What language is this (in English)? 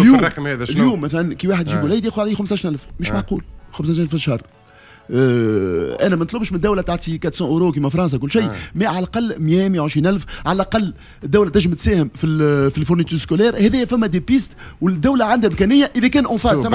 Tunisian Arabic